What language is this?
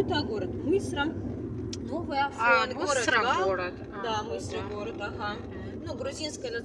Abkhazian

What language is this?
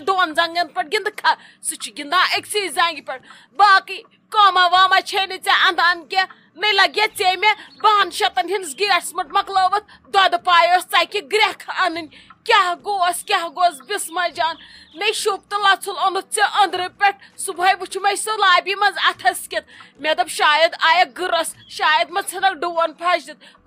Kashmiri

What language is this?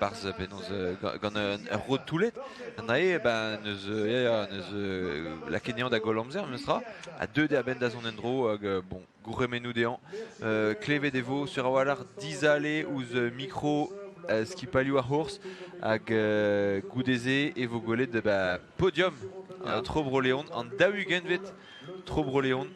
Breton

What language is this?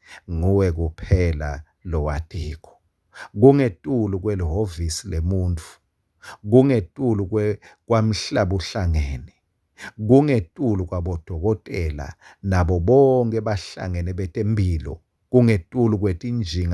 Swati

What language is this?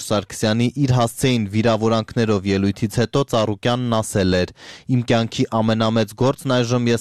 Armenian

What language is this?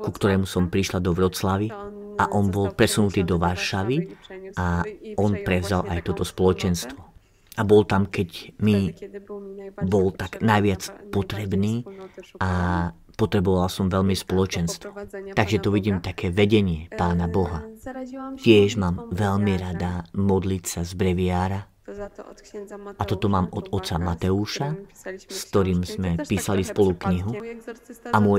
Slovak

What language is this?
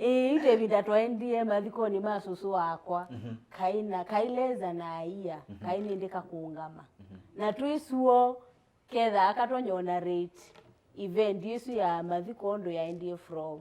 Kamba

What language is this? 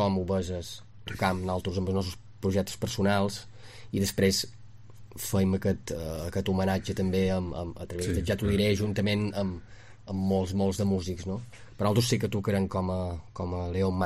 Catalan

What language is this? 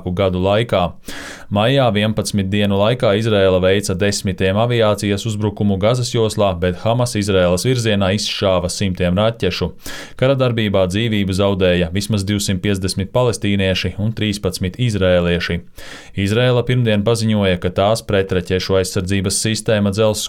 Latvian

